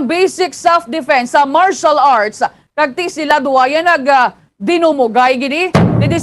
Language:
Hiligaynon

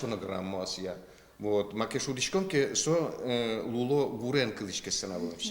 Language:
Udmurt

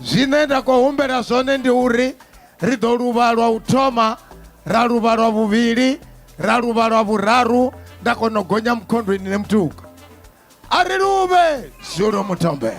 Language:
Venda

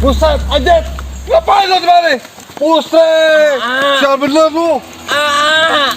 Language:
Betawi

